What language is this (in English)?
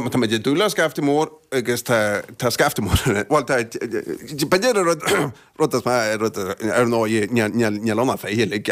Irish